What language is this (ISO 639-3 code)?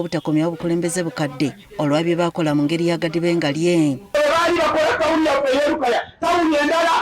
lug